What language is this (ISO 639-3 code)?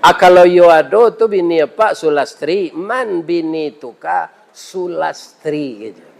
min